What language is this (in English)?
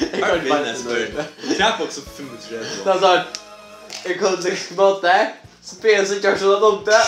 Faroese